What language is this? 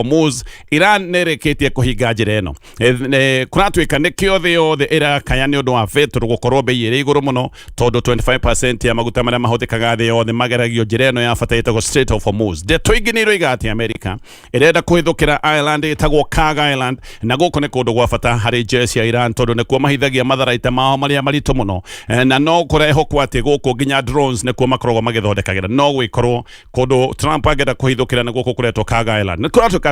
Kikuyu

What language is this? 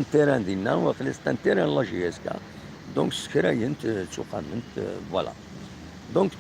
Kabyle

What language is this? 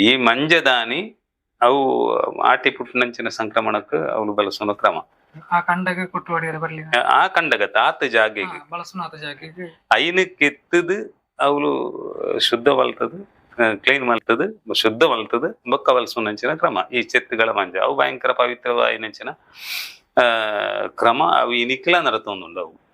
Tulu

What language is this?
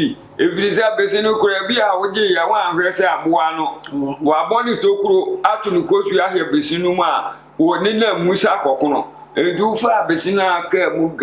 Akan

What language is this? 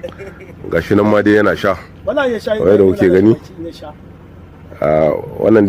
Hausa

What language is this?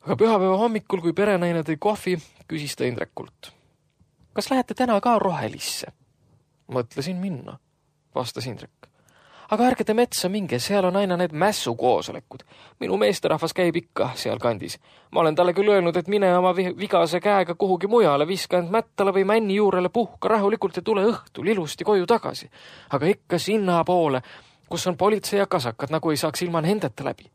Estonian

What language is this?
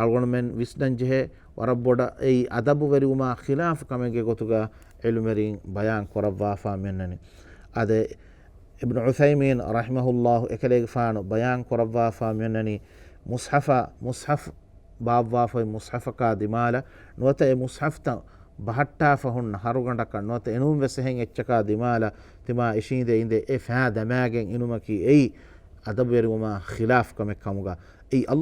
Divehi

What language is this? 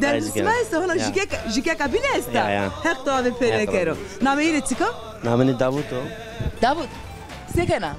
Zaza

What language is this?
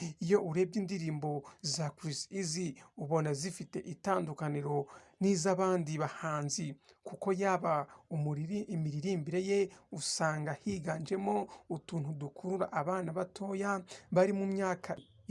Kinyarwanda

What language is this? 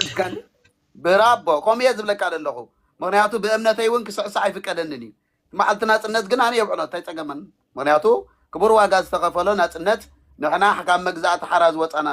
Tigrinya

